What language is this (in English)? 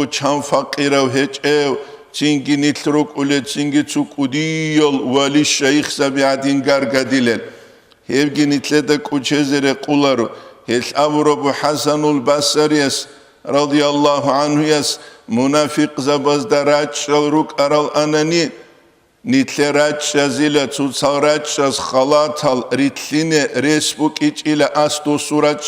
Avaric